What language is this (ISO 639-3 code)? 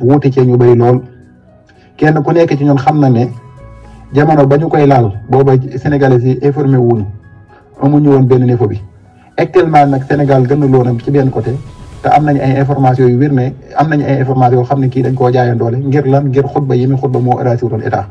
wol